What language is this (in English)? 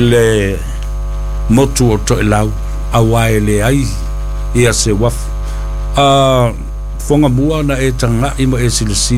Samoan